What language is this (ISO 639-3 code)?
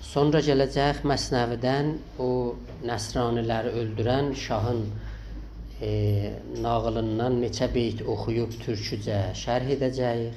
azb